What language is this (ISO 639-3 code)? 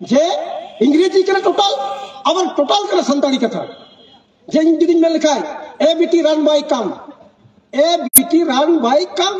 sat